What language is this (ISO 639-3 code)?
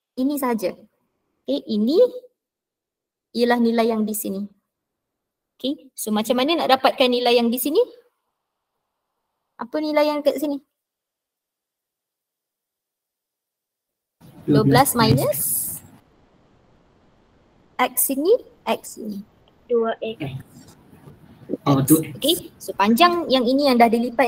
msa